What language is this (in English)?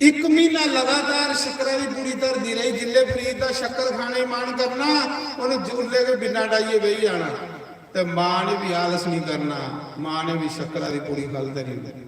Dogri